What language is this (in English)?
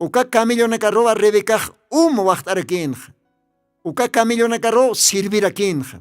Aymara